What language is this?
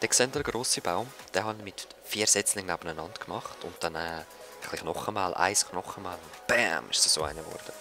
Swiss German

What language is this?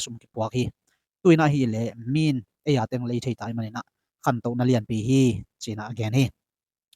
Tedim Chin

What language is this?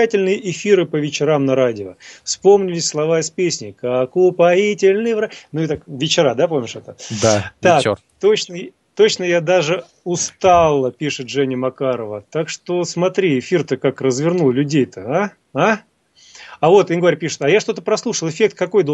Russian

